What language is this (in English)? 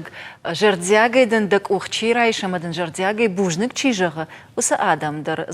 Ossetic